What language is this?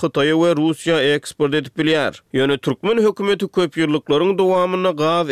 Turkmen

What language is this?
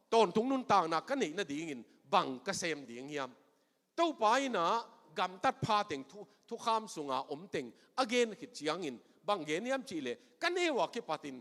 Tedim Chin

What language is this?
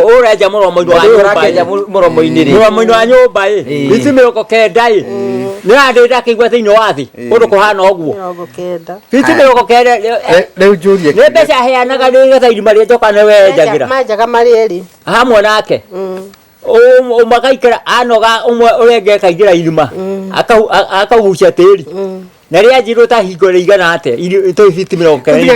Kikuyu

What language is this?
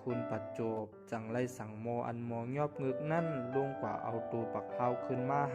Shan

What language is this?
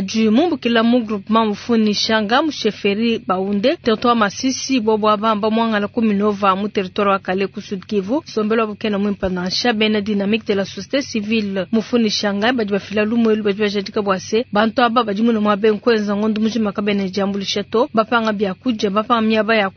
Luba-Lulua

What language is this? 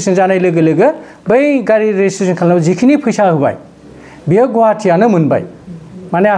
Bodo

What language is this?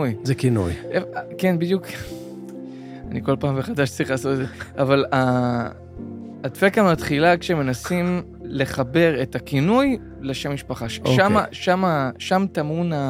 Hebrew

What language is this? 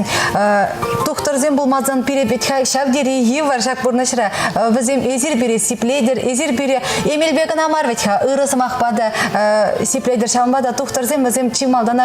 Chuvash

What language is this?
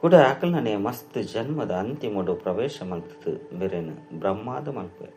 Tulu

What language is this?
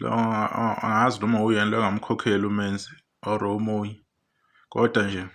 Zulu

